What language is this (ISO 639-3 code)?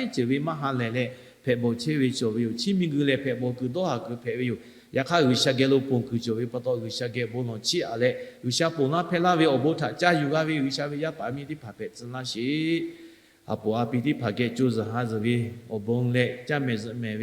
lhu